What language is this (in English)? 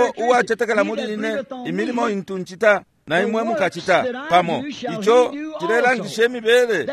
Bemba